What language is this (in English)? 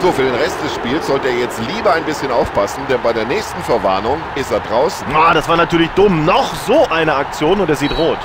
Bavarian